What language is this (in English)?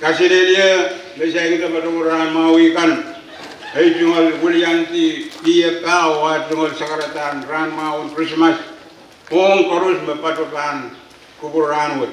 Pohnpeian